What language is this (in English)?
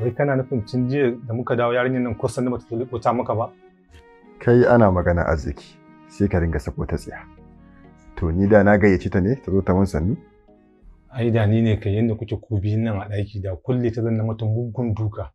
Hausa